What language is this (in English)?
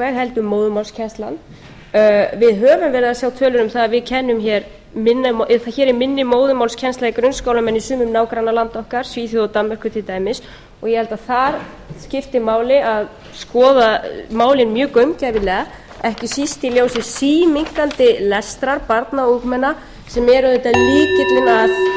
Icelandic